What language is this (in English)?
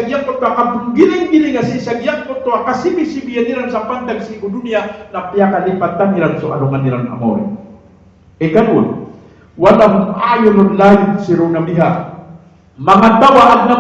Maranao